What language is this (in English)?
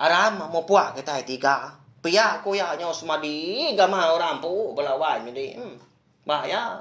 Iban